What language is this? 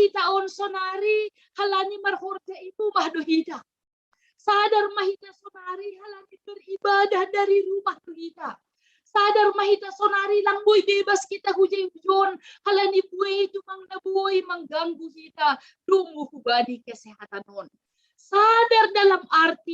Batak Simalungun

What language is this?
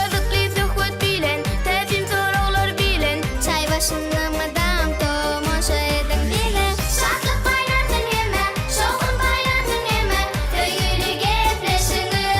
Turkmen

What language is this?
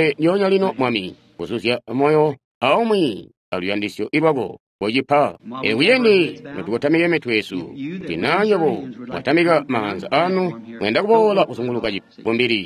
Tonga (Zambia)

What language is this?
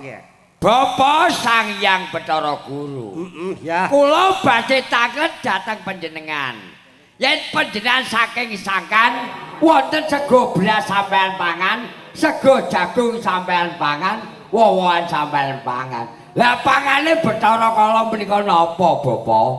Javanese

